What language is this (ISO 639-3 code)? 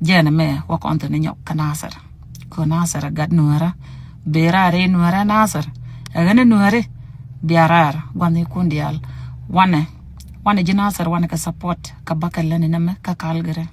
nus